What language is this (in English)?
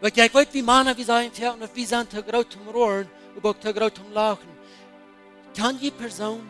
Plautdietsch